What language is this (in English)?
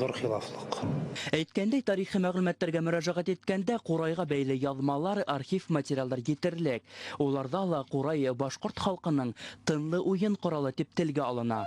Bashkir